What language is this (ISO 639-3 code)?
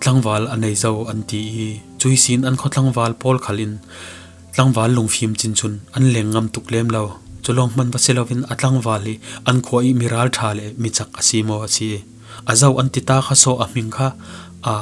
cfm